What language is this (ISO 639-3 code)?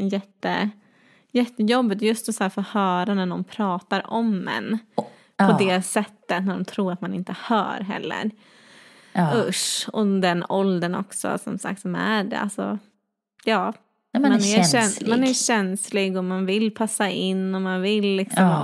swe